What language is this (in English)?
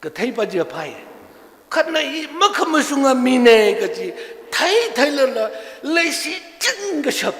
Tangkhul Naga (India)